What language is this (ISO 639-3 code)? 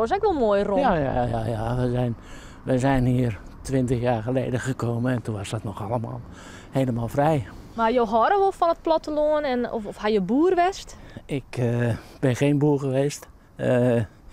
fry